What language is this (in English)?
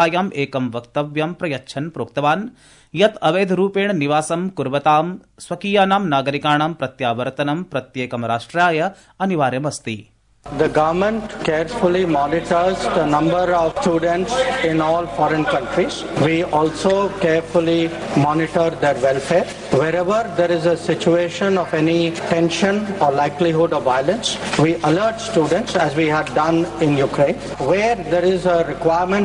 Sanskrit